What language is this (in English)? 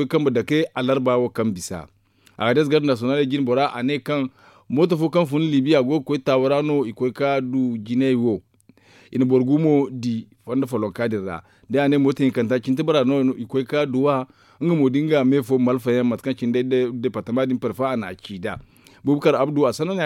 Zarma